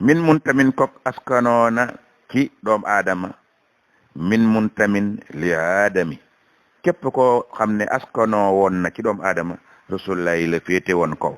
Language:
Wolof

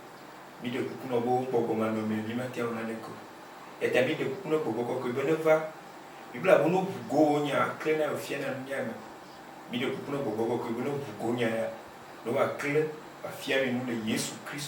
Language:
Ewe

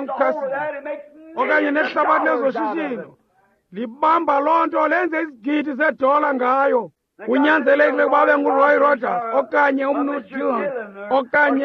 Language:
Xhosa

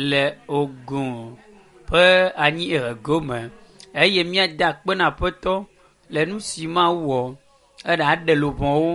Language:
Ewe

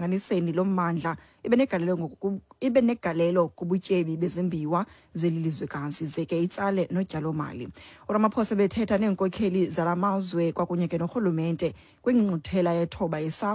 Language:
Xhosa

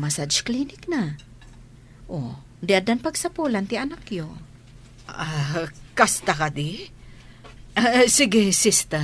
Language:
Iloko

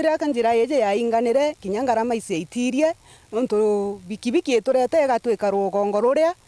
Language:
Meru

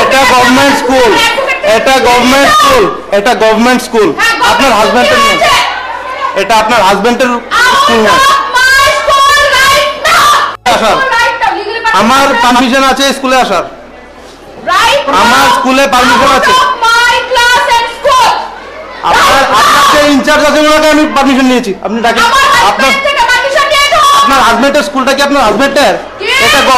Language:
Bangla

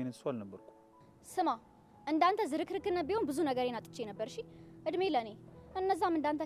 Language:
Amharic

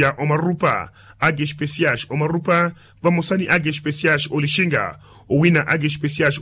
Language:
Makhuwa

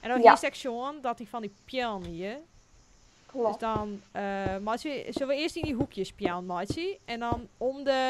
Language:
Western Frisian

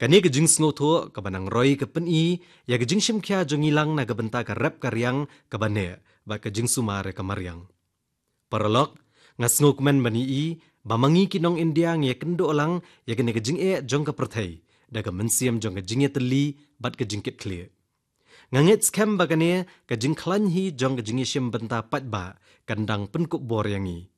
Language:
Khasi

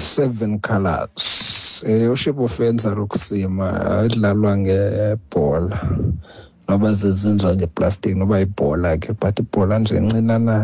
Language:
Xhosa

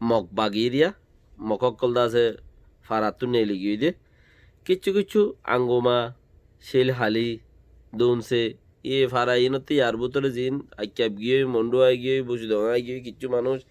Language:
Rohingya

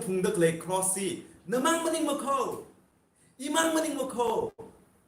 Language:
Tangkhul Naga (India)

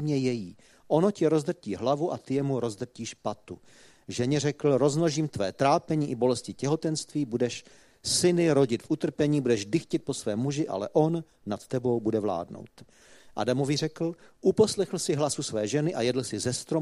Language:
Czech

